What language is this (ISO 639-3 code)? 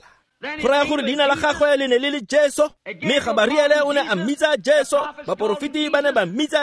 tsn